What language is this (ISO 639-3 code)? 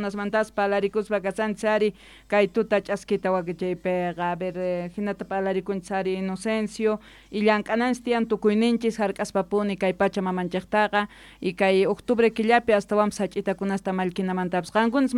quh